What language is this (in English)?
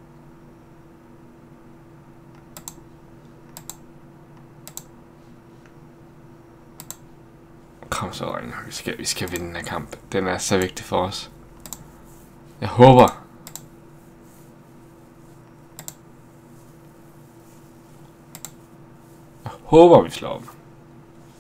Danish